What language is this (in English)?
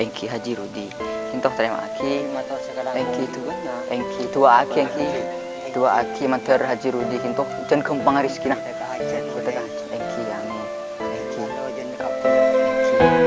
Madurese